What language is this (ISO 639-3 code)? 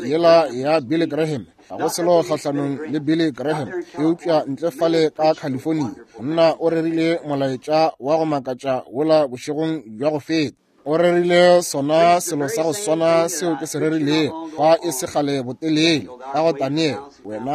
nso